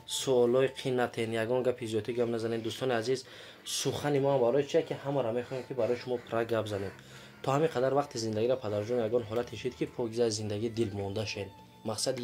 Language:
Tajik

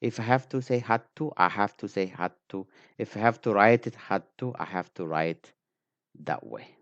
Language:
English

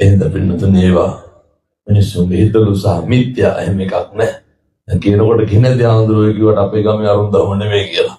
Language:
Sinhala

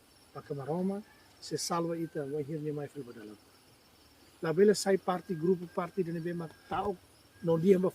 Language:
Tetum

